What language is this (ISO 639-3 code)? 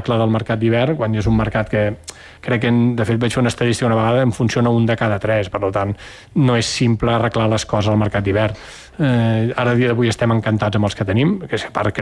cat